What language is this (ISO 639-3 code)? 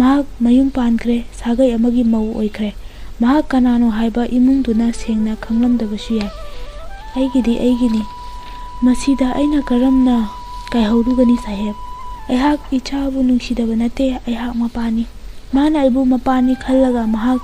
mni